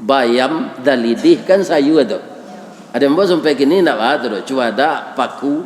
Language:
Minangkabau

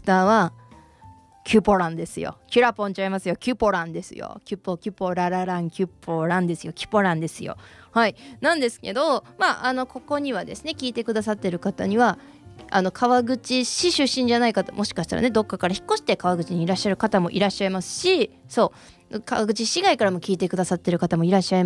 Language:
Japanese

